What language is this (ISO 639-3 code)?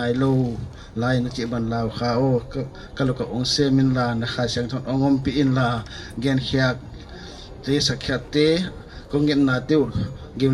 pck